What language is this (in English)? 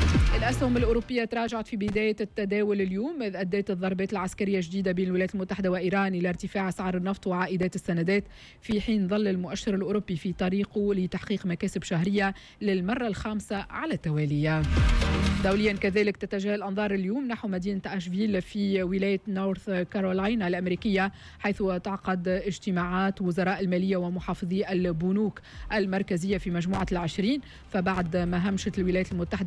Tunisian Arabic